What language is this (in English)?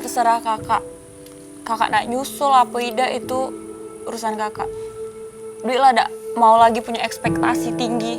Musi